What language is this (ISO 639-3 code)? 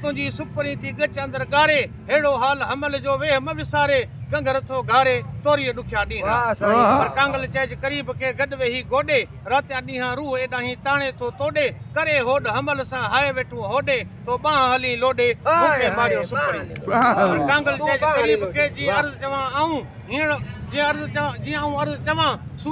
snd